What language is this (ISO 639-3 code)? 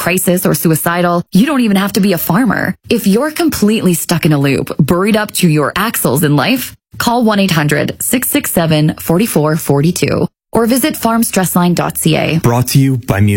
eng